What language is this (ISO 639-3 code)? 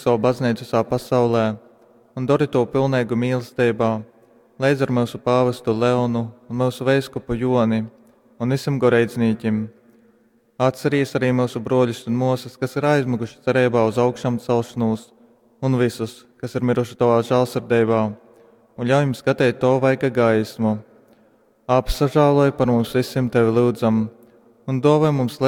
ltg